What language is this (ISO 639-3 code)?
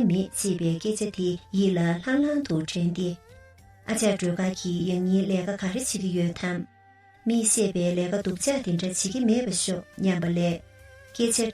bod